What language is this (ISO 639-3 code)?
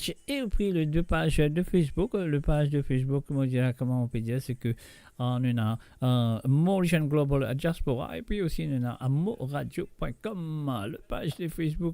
mfe